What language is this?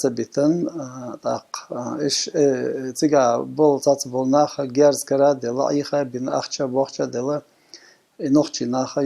Chechen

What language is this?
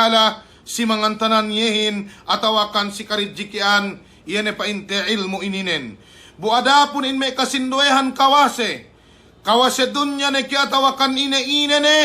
Yakan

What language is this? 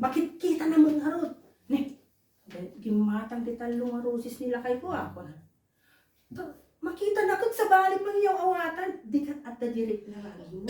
Iloko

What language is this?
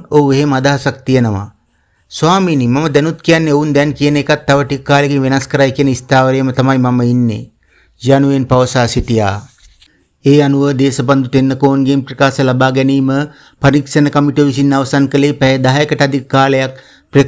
Sinhala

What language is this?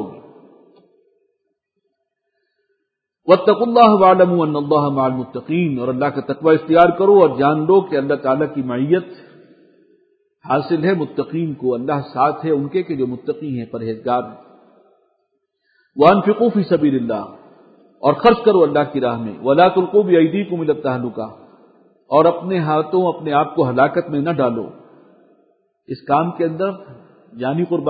Urdu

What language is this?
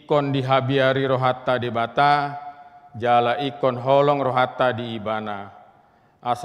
Batak Toba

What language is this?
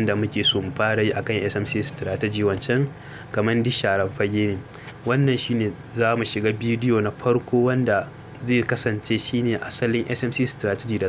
Hausa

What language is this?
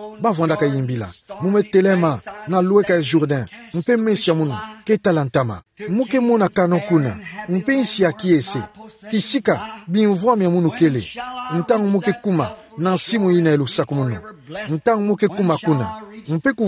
Kituba (Democratic Republic of Congo)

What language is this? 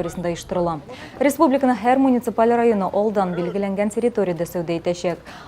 Tatar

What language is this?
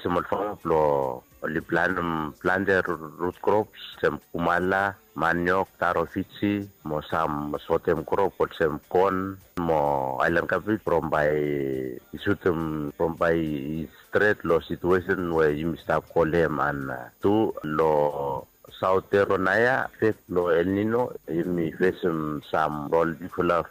Bislama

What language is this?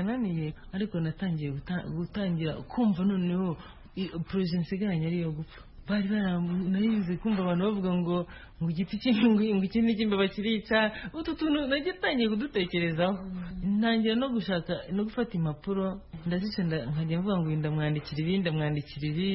Kinyarwanda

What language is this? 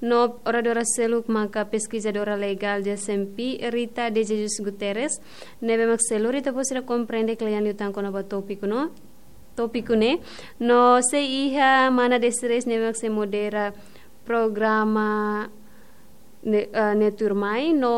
Tetum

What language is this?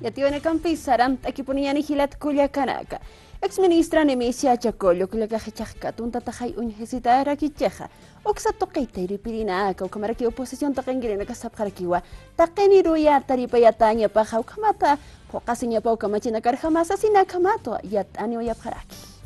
Aymara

